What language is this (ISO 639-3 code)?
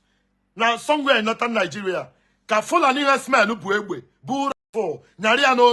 ibo